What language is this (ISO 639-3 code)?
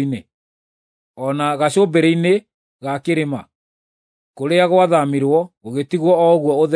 kik